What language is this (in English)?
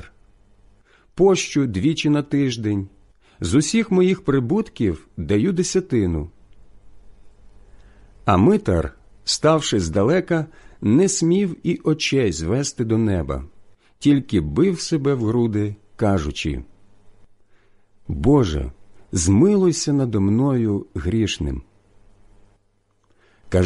Ukrainian